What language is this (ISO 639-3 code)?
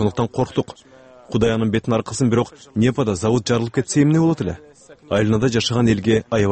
kir